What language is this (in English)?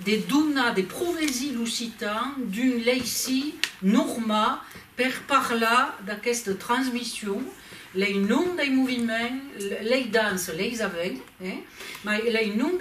Occitan